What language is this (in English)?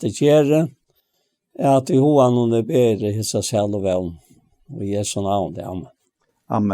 Faroese